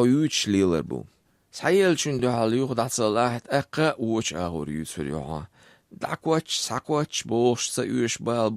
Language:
Chechen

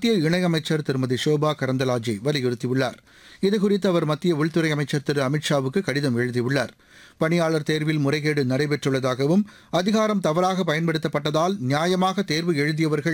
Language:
Tamil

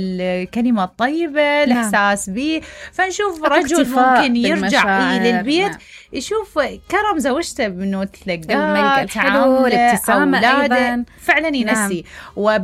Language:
Mesopotamian Arabic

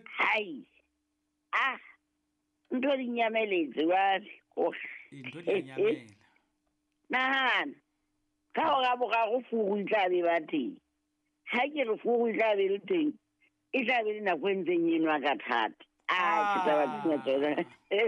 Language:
Southern Sotho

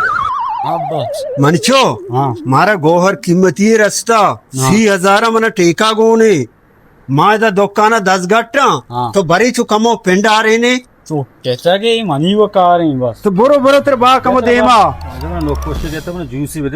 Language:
Baluchi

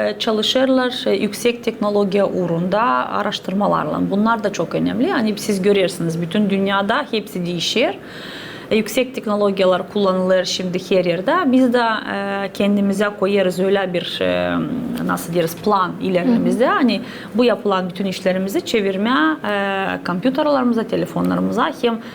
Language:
Gagauz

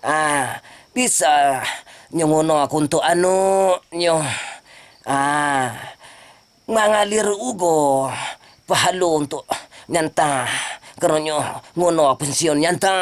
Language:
Minangkabau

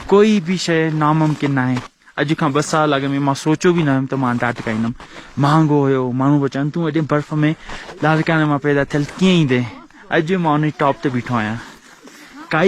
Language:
Sindhi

